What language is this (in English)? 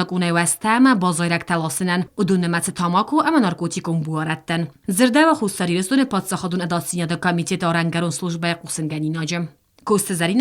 Ossetic